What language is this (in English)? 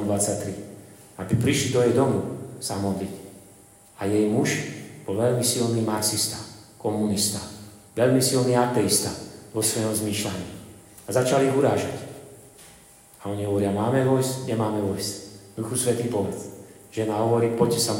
Slovak